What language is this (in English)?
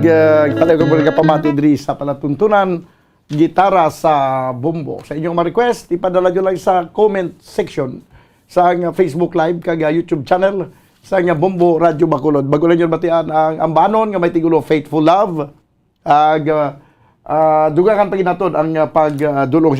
Hiligaynon